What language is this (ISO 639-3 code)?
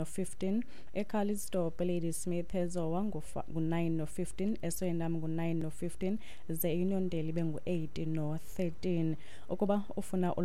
xho